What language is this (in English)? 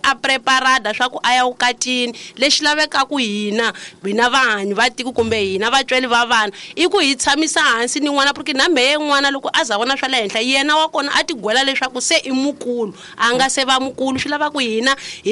Tsonga